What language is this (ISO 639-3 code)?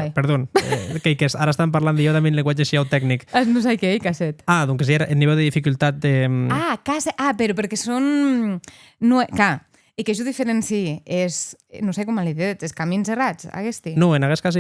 oci